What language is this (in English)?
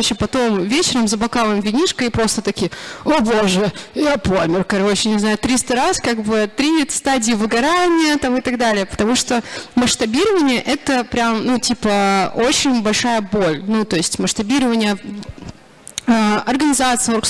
Russian